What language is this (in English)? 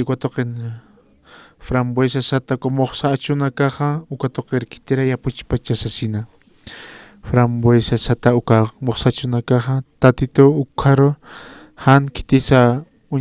Aymara